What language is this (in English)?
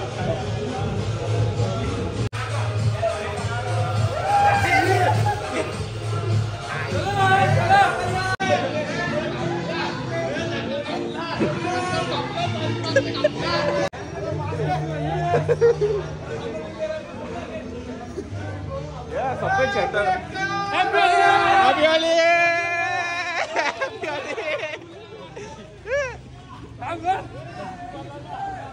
Marathi